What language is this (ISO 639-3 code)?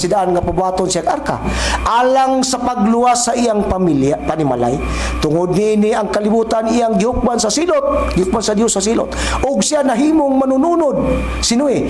ceb